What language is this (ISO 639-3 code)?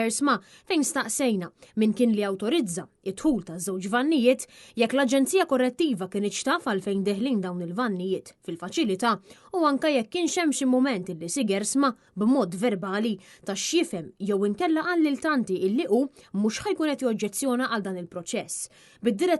mlt